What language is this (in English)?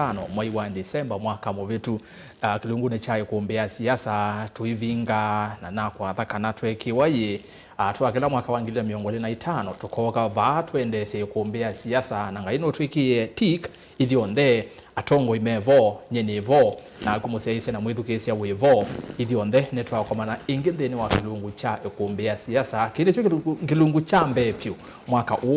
Kamba